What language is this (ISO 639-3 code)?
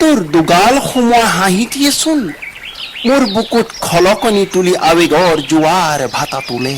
asm